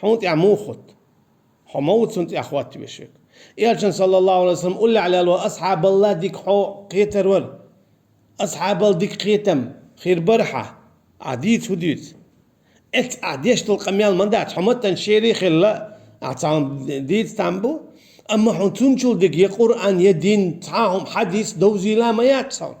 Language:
Chechen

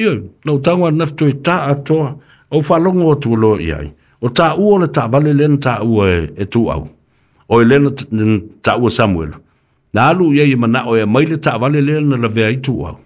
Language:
Samoan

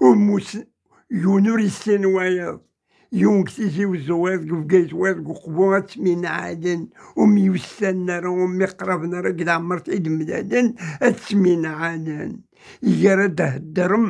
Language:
Kabyle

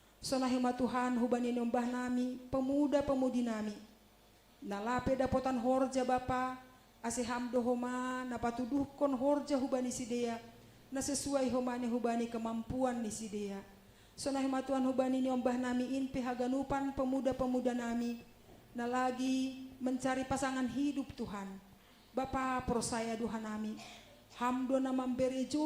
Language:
Batak Simalungun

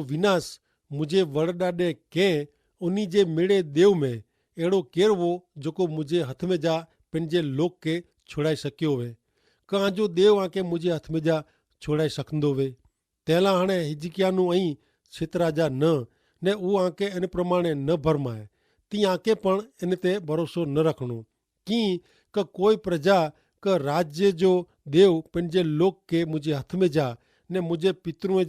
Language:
Kachhi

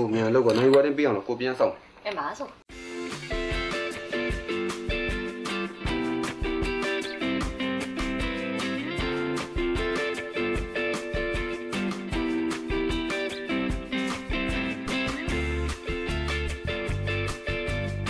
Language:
Burmese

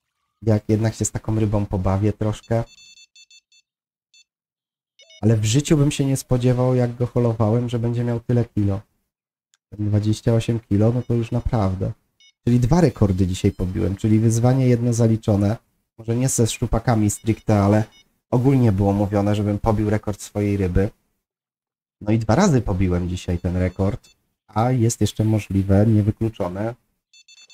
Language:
Polish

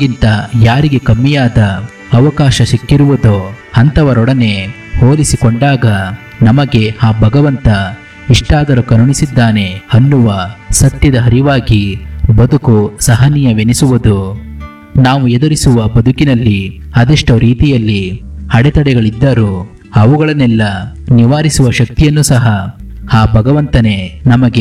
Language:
Kannada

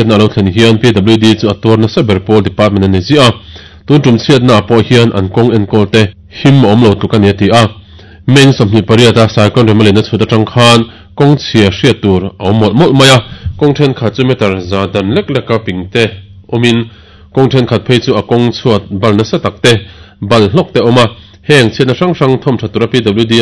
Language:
Mizo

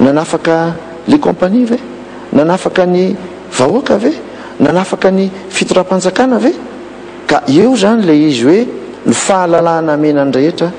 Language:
Malagasy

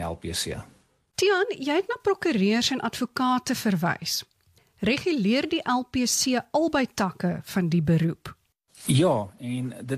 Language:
Afrikaans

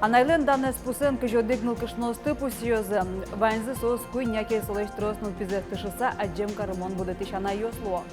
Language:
Udmurt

